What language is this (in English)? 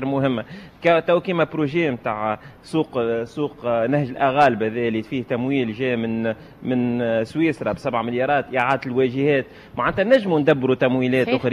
Tunisian Arabic